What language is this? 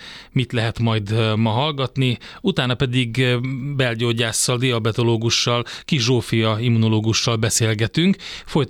Hungarian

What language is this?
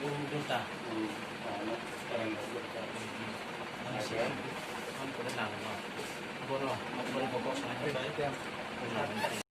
Kok Borok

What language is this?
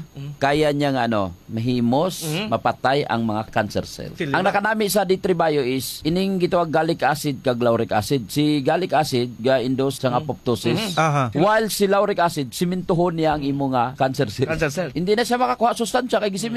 Hiligaynon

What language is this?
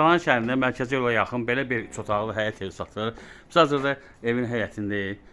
Azerbaijani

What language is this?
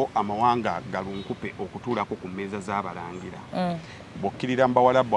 Ganda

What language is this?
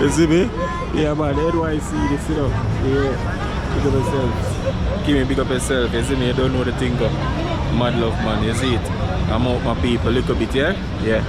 Jamaican Creole English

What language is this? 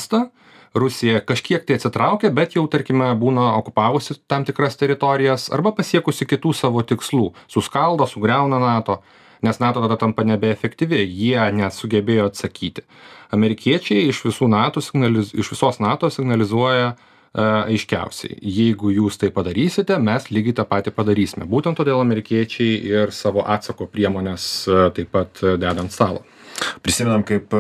Lithuanian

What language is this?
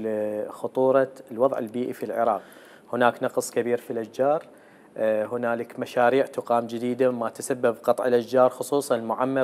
Mesopotamian Arabic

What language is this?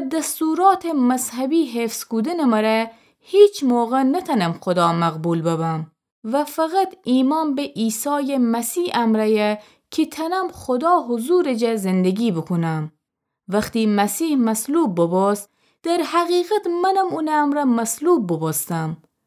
Gilaki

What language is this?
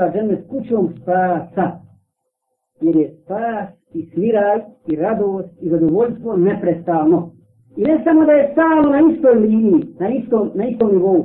Bosnian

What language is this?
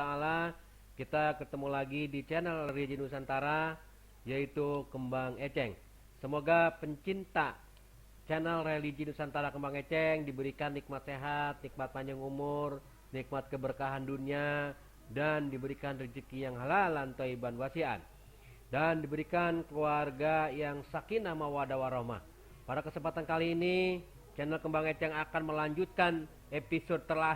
Betawi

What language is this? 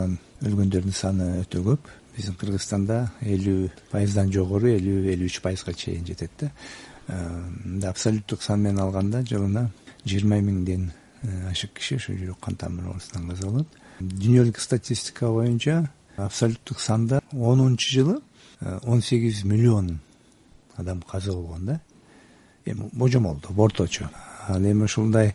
Kyrgyz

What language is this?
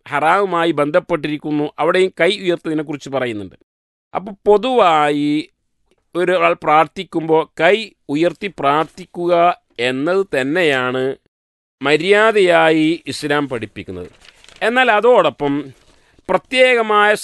Malayalam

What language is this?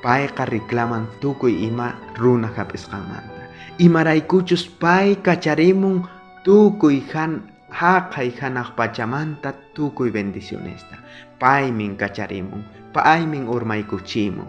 South Bolivian Quechua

